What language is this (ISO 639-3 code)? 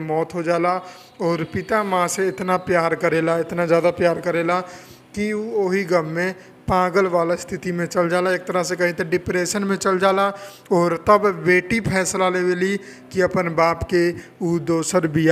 bho